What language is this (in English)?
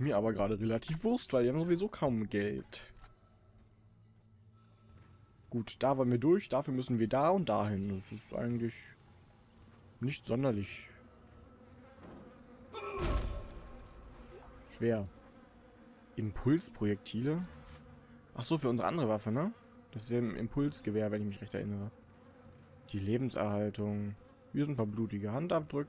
German